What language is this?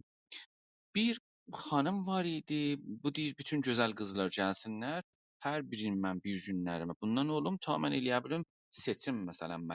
South Azerbaijani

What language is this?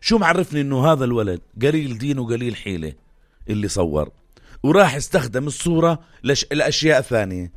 North Levantine Arabic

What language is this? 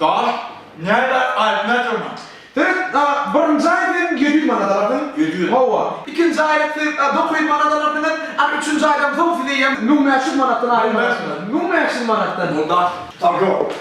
Turkmen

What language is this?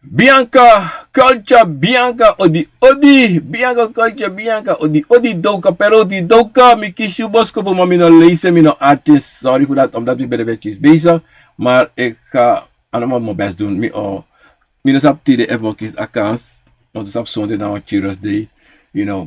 Sranan Tongo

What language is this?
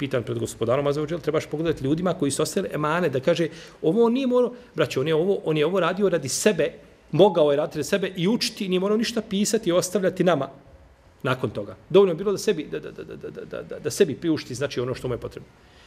Bosnian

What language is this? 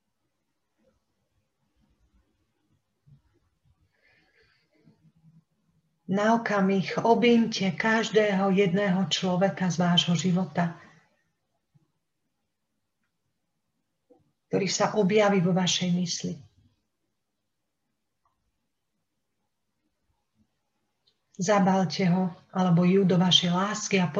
Slovak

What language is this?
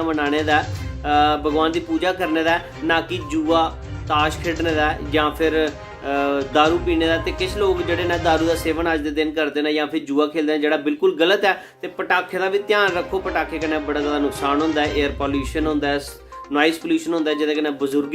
Dogri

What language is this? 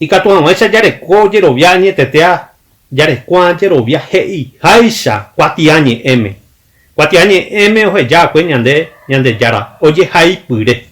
Guarani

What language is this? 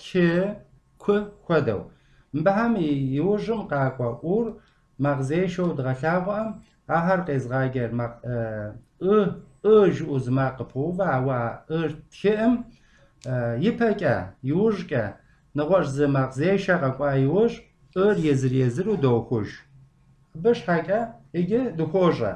Kabardian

